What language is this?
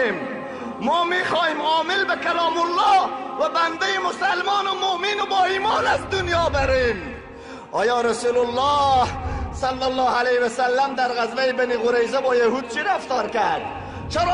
Tajik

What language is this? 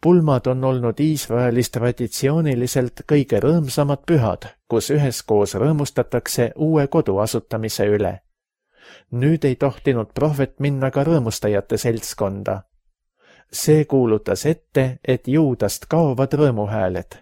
Estonian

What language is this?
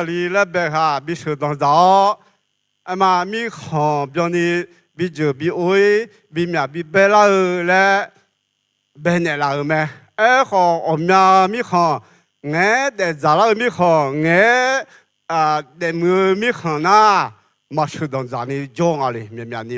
Akha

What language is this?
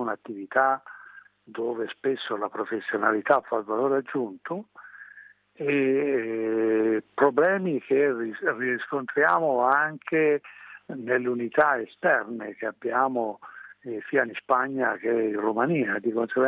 Italian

